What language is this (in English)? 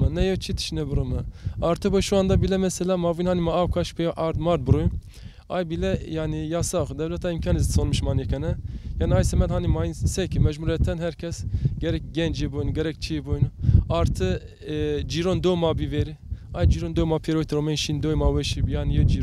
Zaza